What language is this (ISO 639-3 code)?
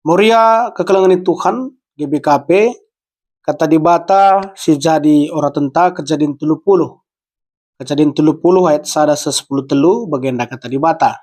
btx